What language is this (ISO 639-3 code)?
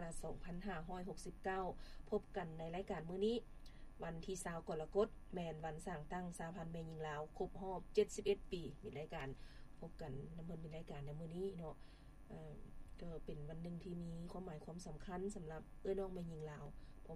lao